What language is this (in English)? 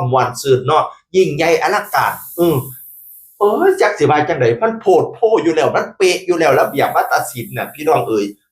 Northeastern Thai